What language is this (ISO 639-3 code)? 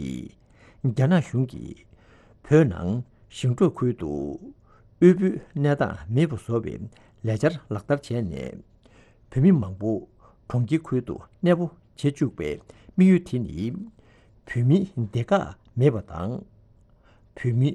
bod